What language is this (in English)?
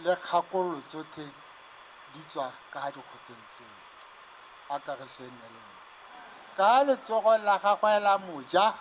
Tswana